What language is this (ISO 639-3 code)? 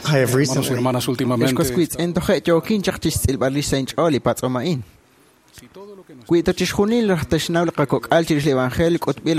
kek